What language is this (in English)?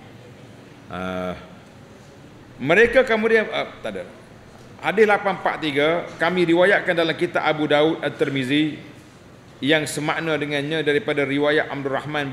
Malay